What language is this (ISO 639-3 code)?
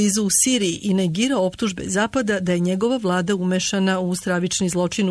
srp